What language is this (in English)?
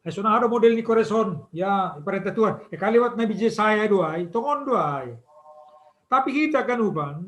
Batak Simalungun